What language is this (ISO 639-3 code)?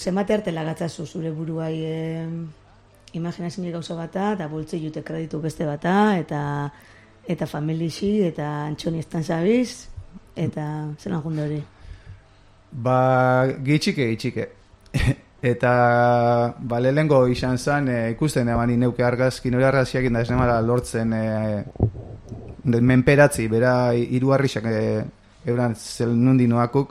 eus